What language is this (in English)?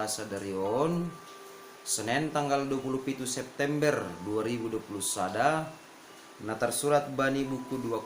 Batak Simalungun